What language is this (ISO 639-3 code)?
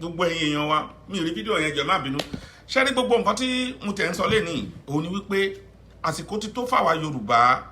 yor